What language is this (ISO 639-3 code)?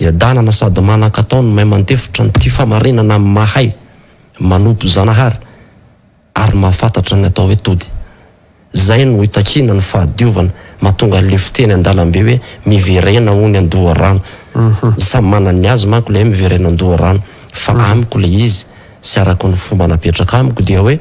mlg